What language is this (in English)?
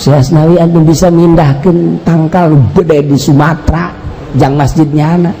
Sundanese